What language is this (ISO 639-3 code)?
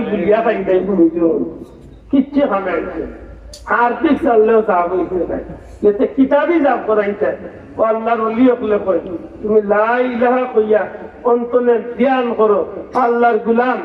syl